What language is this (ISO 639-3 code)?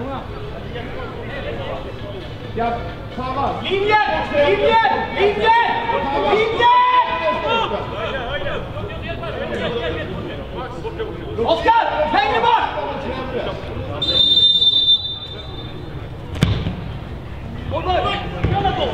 swe